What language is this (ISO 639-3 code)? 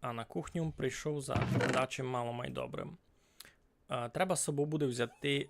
rue